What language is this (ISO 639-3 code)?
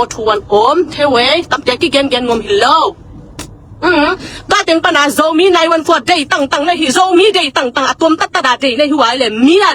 ctd